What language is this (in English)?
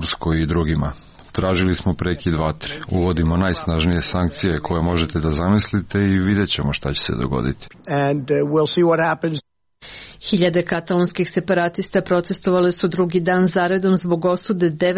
Serbian